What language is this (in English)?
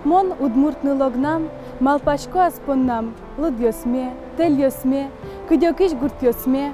Udmurt